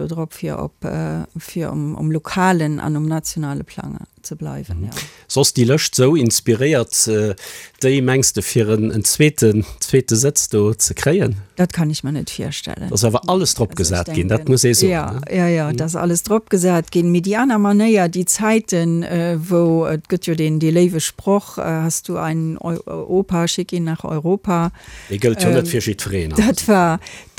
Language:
Luxembourgish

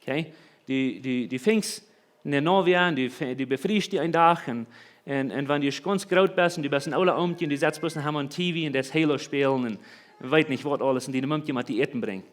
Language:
Plautdietsch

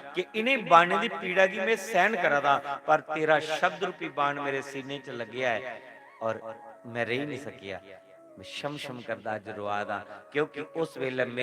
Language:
Dogri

